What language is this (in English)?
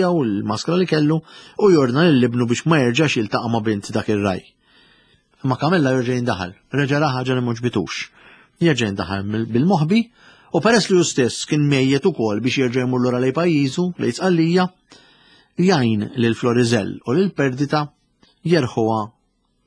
Maltese